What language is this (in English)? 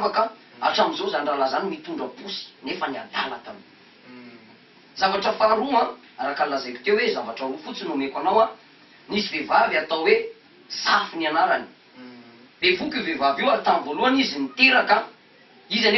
Malagasy